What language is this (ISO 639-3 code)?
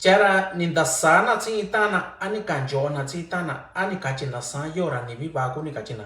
mix